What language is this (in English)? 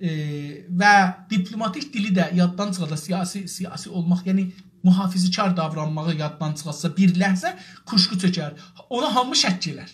South Azerbaijani